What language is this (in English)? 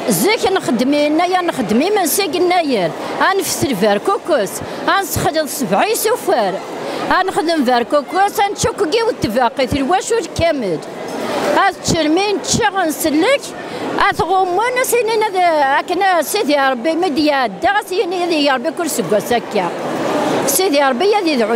Kabyle